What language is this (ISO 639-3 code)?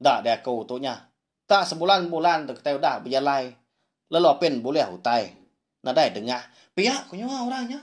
iba